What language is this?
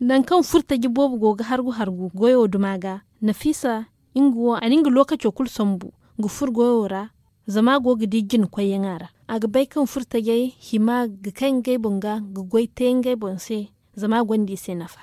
Zarma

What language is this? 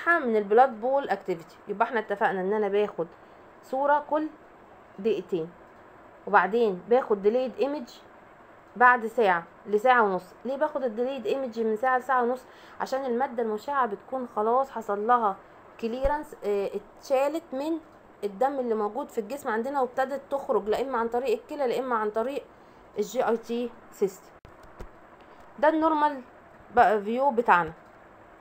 Egyptian Arabic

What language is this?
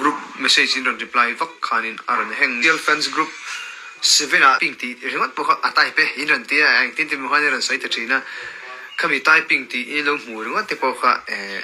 Mizo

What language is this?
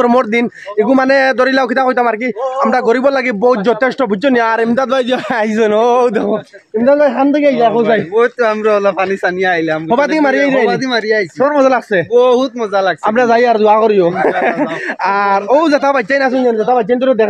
Sylheti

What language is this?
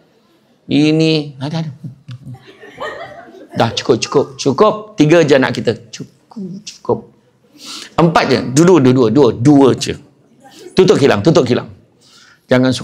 Malay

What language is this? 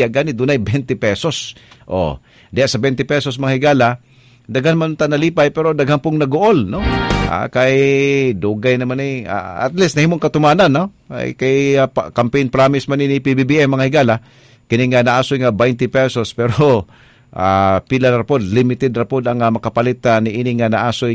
Cebuano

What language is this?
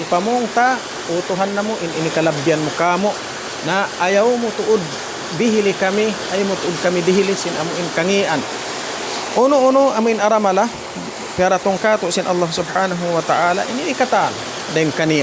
Tausug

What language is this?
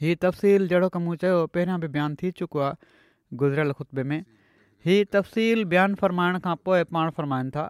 Sindhi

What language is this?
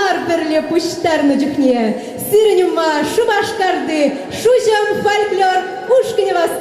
Chuvash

